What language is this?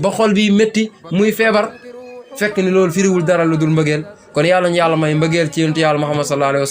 Wolof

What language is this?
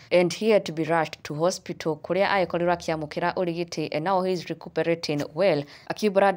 Kikuyu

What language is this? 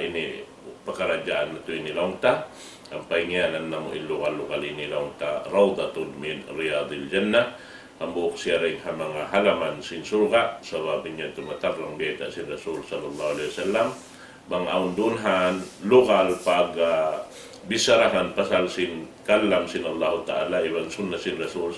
Tausug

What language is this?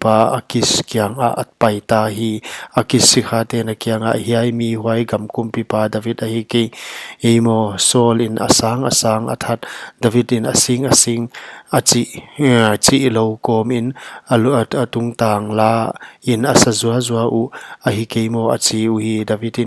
Paite Chin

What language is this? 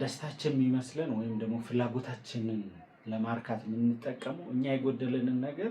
Amharic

